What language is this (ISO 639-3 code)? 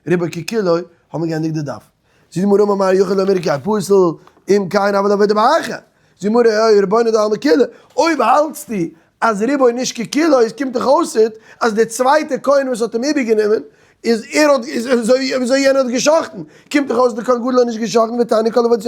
yid